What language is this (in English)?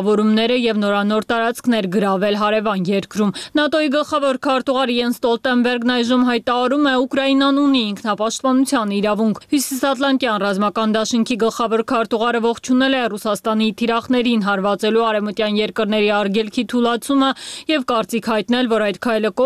Armenian